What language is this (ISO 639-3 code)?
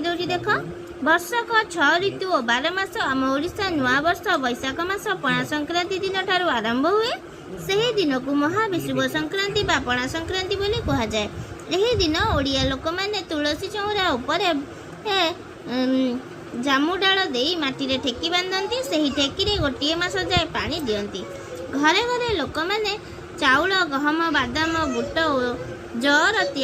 ori